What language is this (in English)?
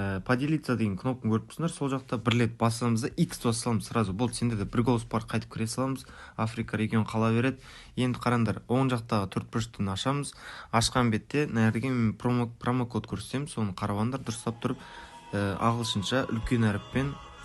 Kara-Kalpak